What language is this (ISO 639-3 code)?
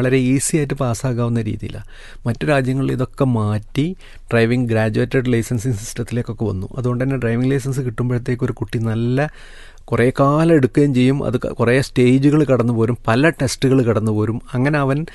mal